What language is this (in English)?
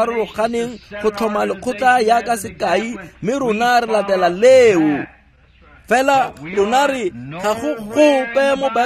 Tswana